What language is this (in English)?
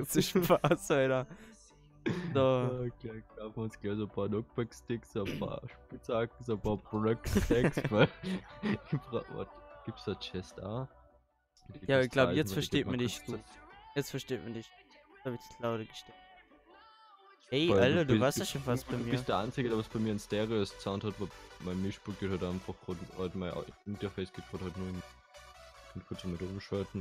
German